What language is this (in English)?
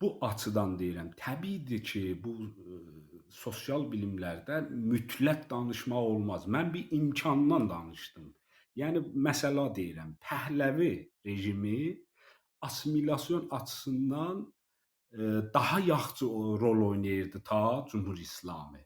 South Azerbaijani